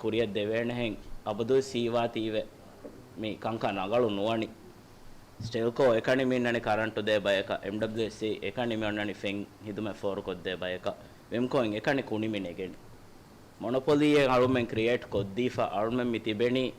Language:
Divehi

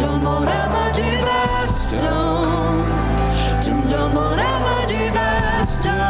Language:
Plautdietsch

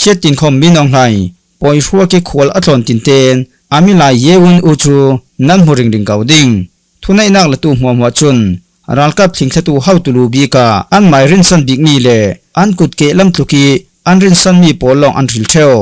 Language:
Falam Chin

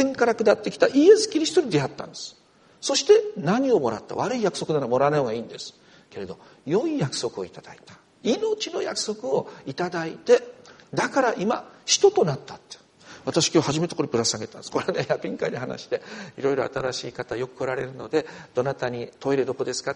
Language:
Japanese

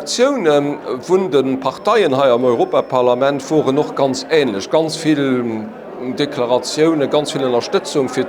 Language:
Luxembourgish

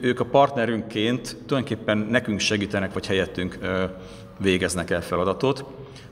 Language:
Hungarian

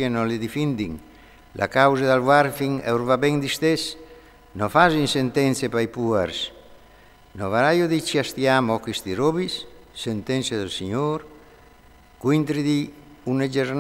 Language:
Friulian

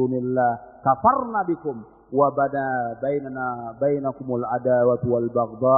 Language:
Indonesian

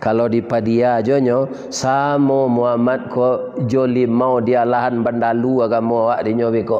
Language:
Minangkabau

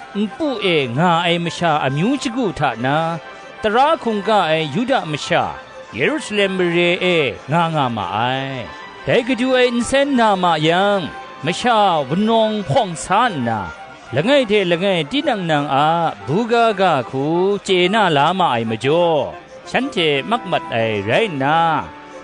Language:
Kachin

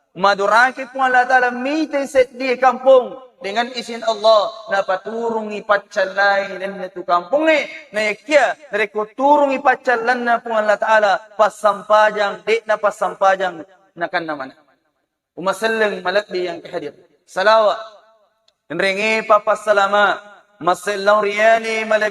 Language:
Buginese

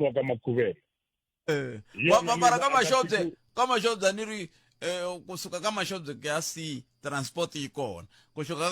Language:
Tsonga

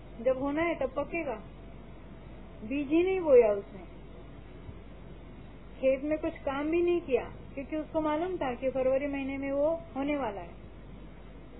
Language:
Hindi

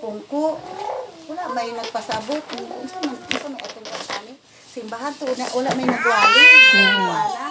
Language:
Cebuano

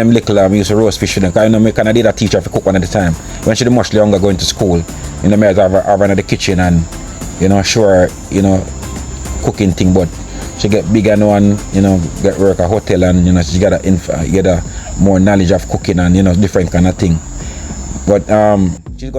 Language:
Jamaican Creole English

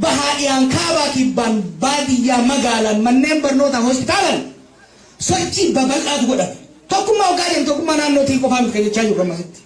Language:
Oromo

